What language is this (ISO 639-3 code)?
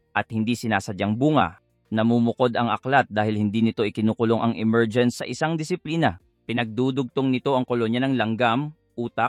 fil